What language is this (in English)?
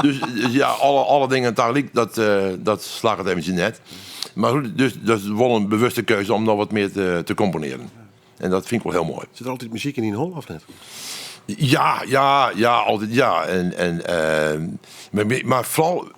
Western Frisian